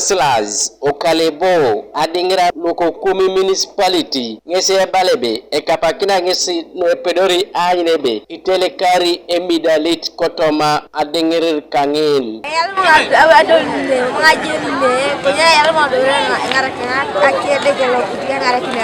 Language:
Teso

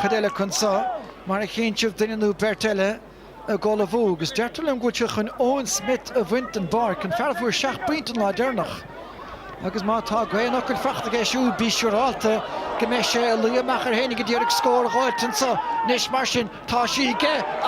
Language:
Irish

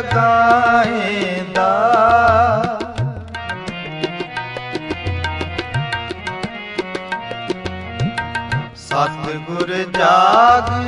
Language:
Punjabi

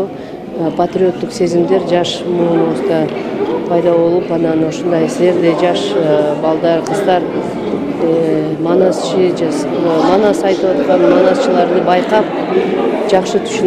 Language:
Kyrgyz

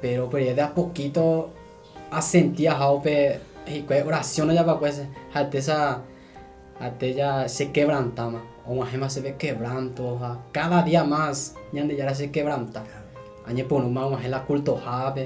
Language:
Guarani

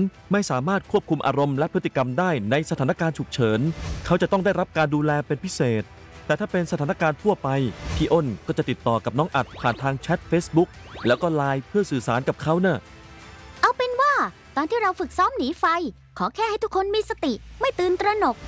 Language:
Thai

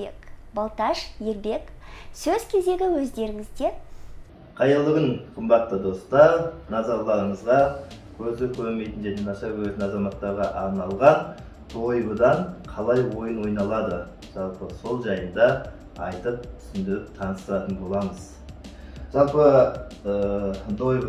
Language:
Kazakh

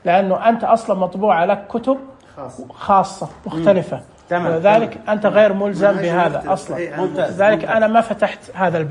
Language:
Najdi Arabic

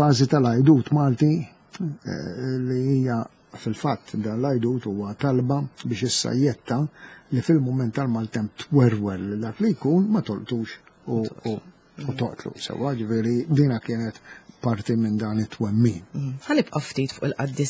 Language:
Maltese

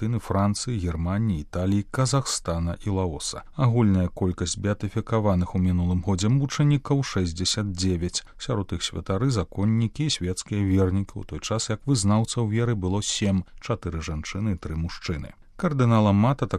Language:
Belarusian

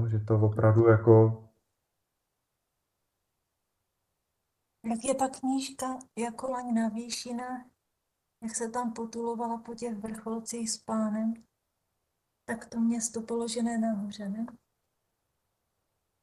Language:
Czech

